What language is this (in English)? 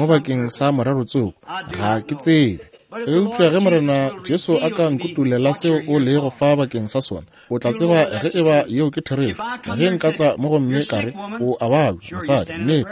Northern Sotho